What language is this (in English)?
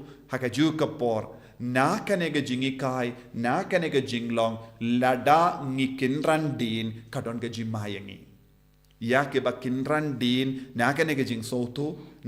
Khasi